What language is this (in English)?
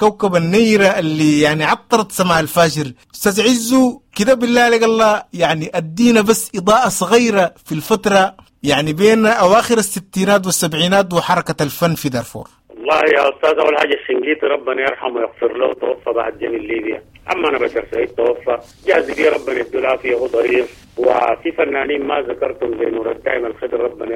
Sudanese Arabic